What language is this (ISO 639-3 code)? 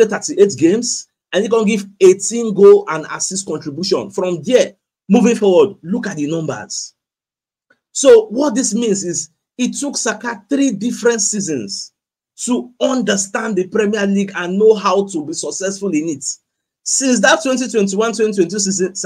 pcm